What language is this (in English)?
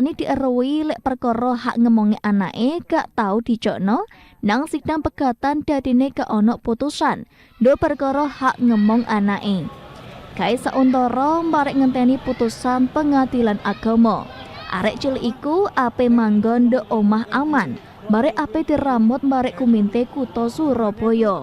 Javanese